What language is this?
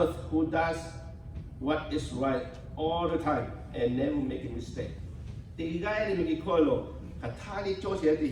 Lahu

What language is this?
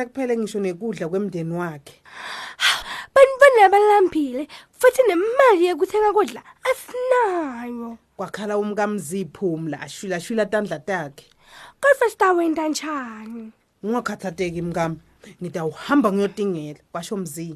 Swati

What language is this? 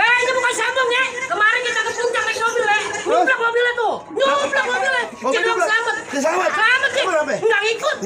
Betawi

